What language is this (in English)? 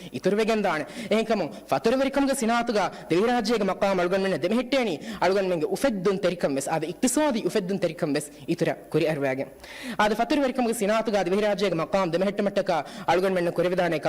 Divehi